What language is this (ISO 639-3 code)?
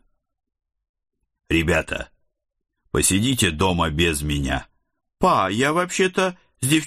rus